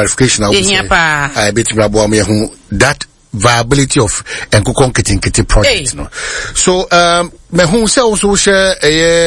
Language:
Akan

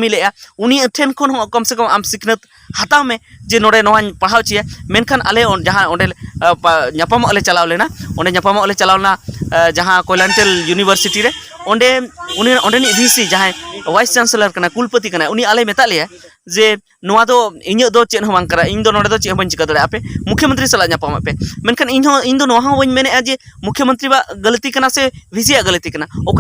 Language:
Santali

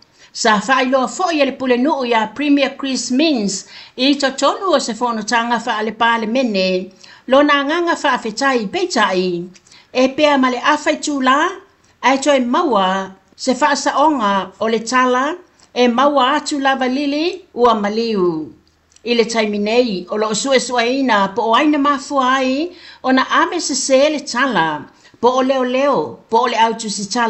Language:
Samoan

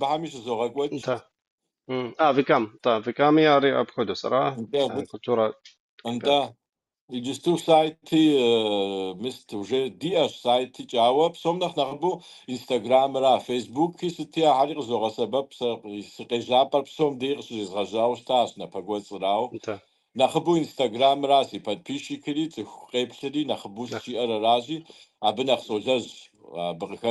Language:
Kabardian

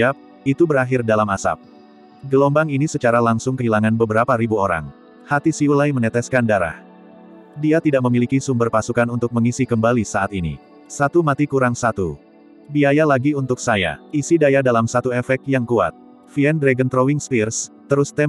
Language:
Indonesian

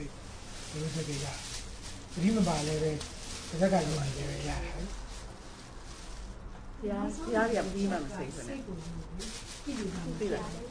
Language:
Burmese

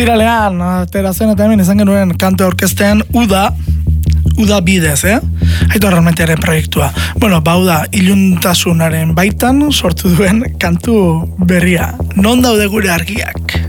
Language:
Basque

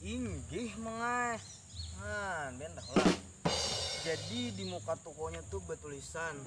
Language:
Banjar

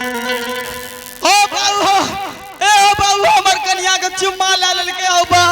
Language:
Angika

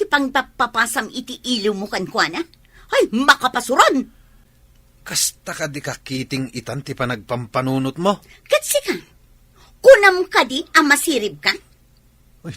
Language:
Iloko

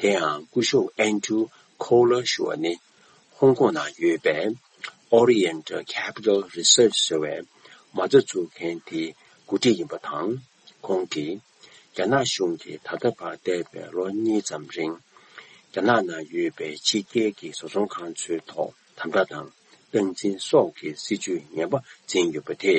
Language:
Tibetan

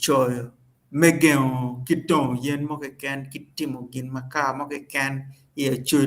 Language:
Acoli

